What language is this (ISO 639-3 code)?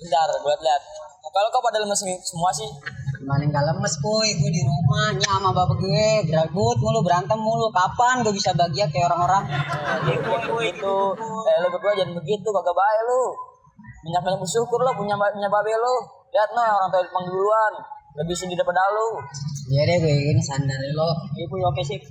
bew